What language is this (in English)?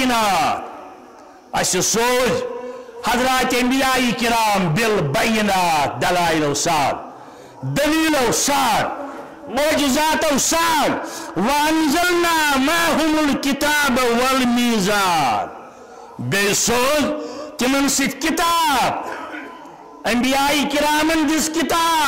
Kashmiri